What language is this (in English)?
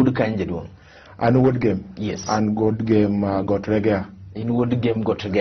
Luo (Kenya and Tanzania)